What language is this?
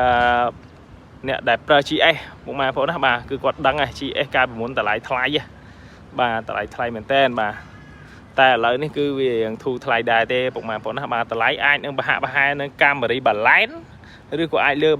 Khmer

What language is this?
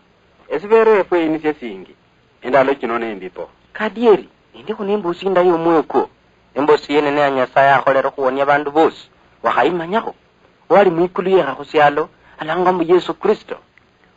Luyia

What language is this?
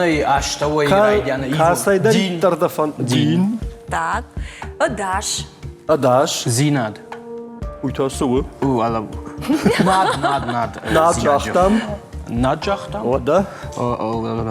Ossetic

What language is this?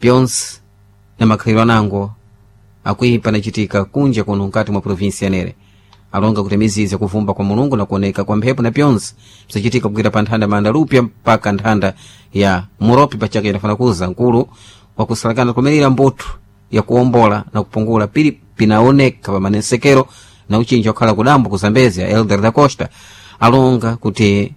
Sena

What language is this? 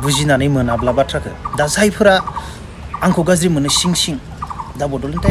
Bodo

